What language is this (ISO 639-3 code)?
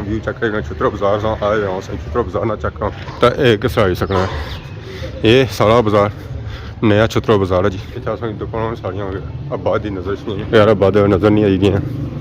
phr